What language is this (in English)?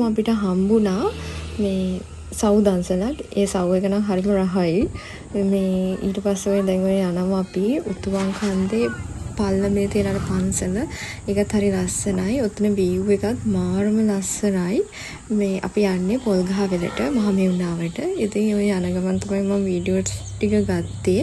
Sinhala